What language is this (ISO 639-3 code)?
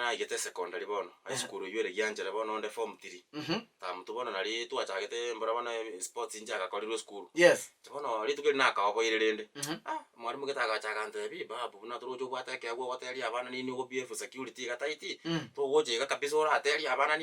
guz